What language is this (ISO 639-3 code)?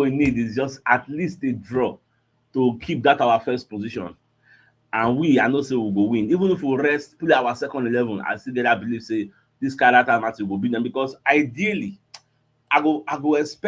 pcm